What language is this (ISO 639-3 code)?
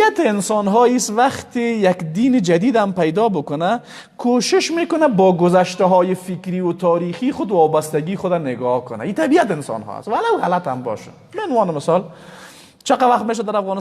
fas